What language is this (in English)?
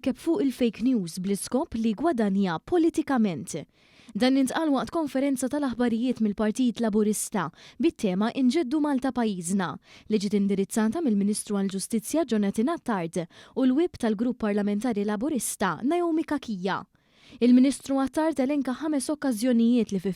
Maltese